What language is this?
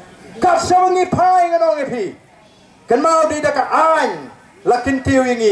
Khasi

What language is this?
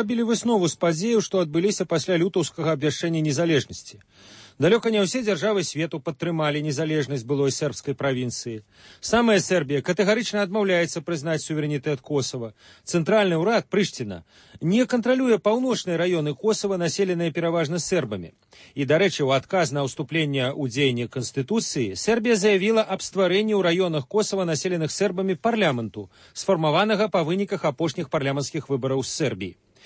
Belarusian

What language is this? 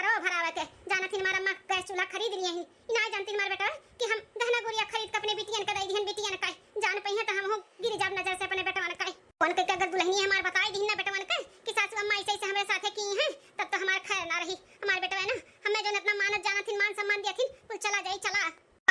Awadhi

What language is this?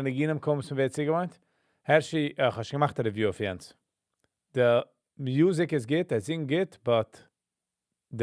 Yiddish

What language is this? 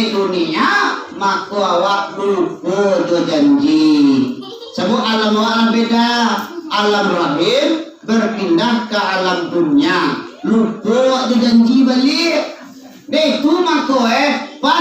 Minangkabau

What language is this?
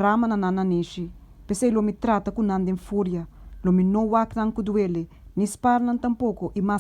Papiamento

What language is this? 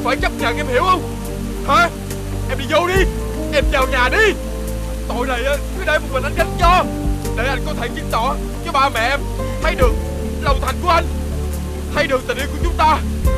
Vietnamese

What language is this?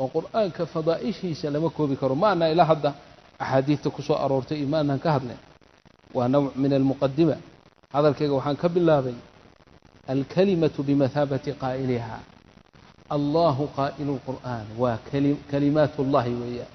Somali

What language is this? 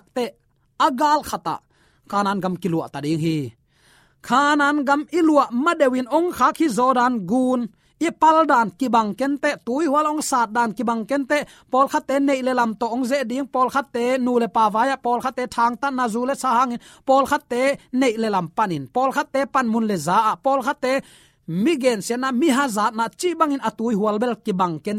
Tedim Chin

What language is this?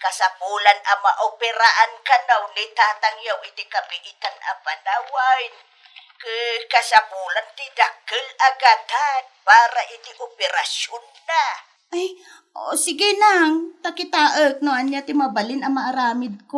Iloko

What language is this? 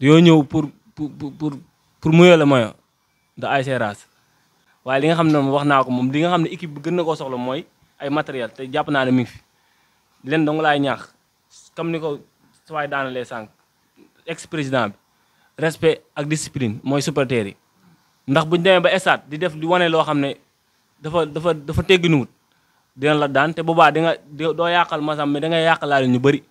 Wolof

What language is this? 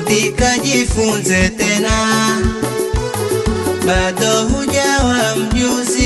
Swahili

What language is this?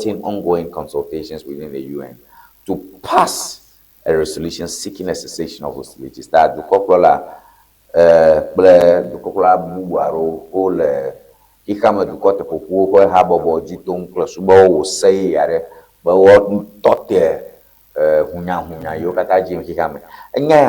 Ewe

